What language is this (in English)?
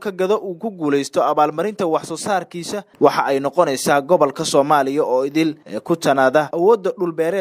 Somali